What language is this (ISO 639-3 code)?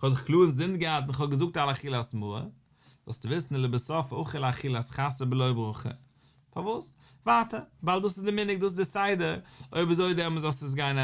yid